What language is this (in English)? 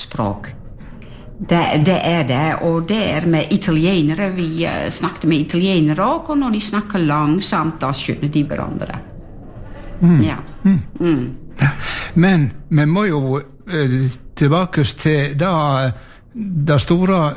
Norwegian